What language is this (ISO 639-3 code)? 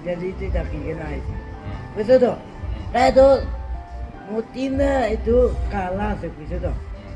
nag